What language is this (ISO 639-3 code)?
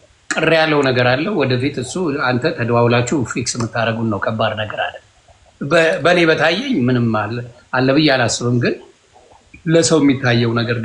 amh